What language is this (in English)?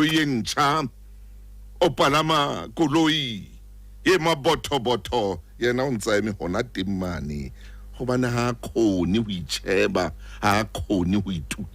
Southern Sotho